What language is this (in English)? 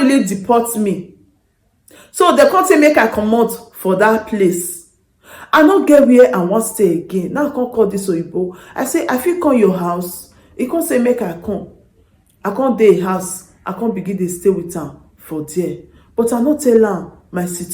Nigerian Pidgin